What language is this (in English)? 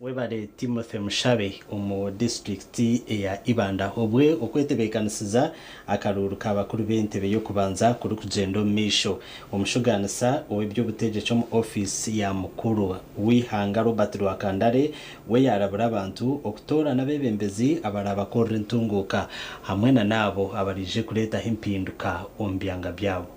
Nyankole